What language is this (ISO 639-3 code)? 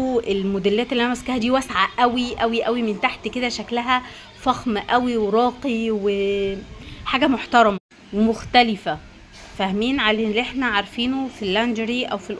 arz